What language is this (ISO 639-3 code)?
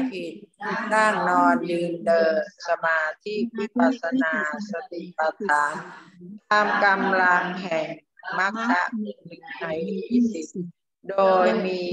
tha